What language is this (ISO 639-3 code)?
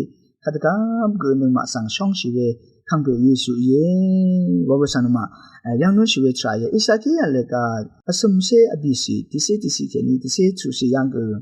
raw